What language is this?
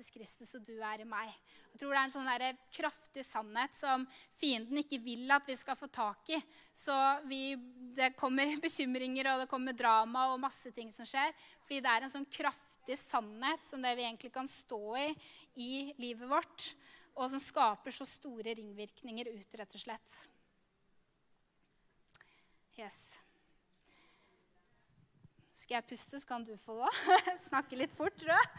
Norwegian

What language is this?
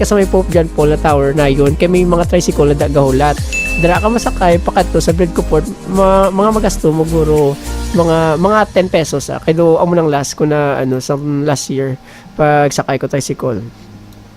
Hiligaynon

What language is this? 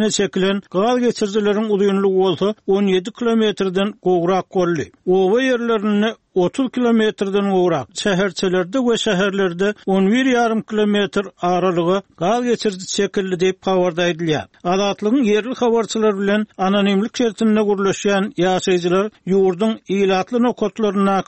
Turkmen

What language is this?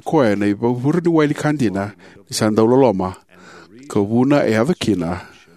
Fijian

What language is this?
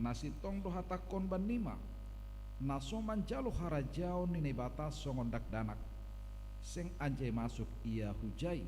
Batak Simalungun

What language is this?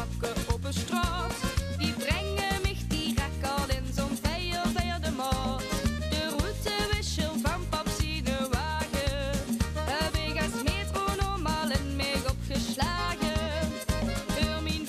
Limburgish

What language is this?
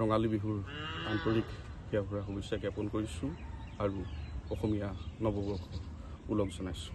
Assamese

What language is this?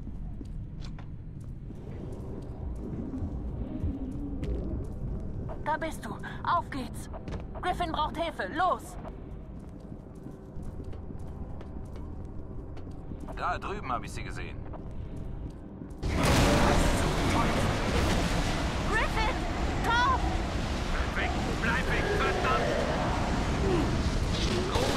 German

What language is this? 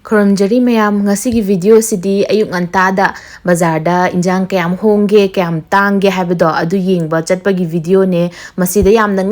Manipuri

